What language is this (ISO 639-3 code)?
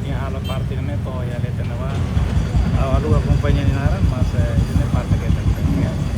tet